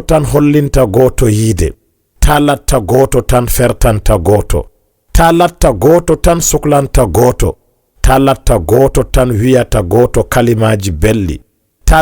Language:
Fula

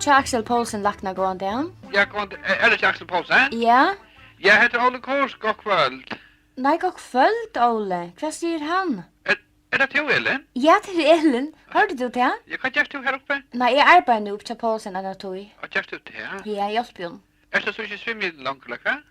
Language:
Faroese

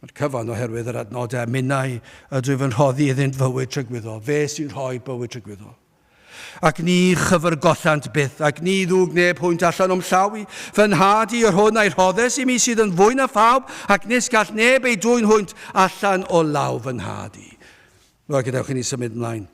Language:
Welsh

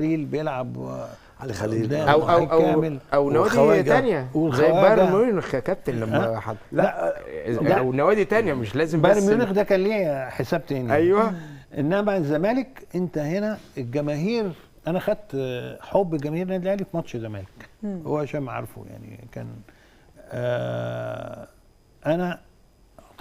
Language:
Egyptian Arabic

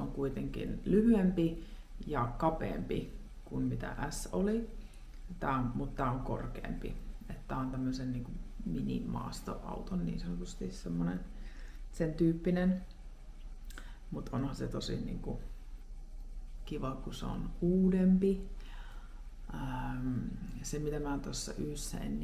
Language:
Finnish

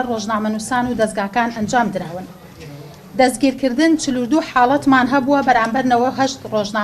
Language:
Central Kurdish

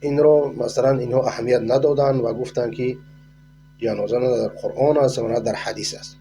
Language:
Persian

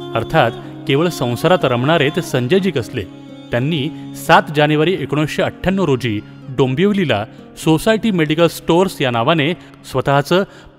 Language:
Marathi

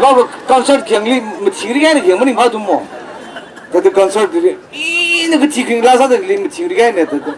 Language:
Tangkhul Naga (India)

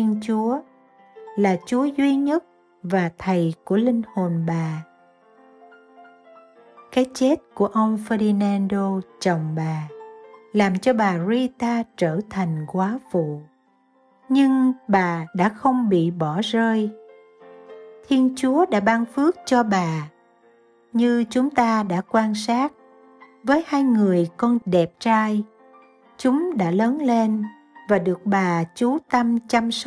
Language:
Vietnamese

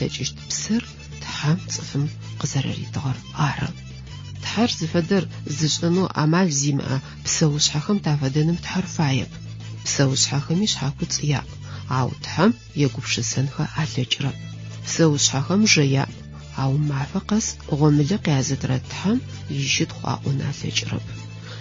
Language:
Adyghe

